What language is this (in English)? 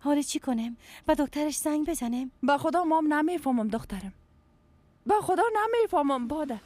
Persian